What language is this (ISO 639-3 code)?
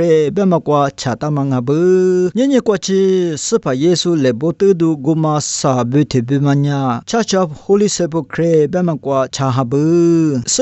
lis